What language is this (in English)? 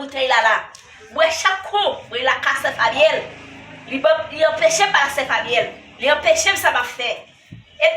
Haitian Creole